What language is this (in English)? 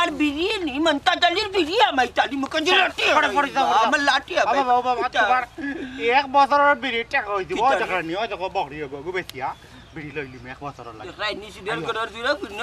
Sylheti